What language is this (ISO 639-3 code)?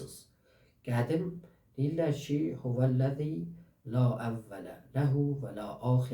azb